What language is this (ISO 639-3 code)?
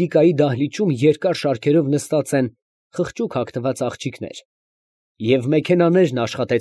hye